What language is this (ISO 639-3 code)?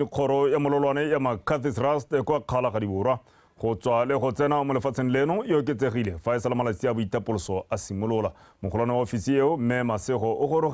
tsn